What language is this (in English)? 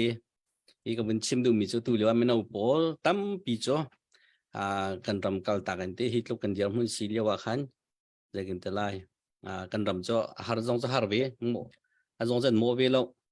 Hakha Chin